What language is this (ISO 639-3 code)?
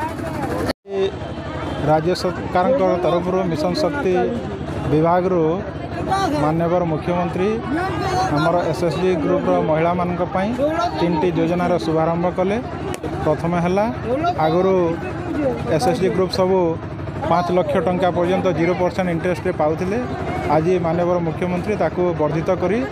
ori